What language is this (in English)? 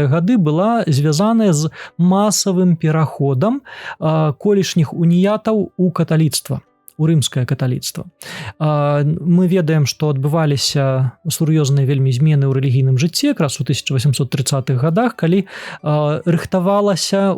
Belarusian